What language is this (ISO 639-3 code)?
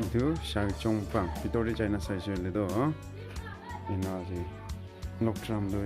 nag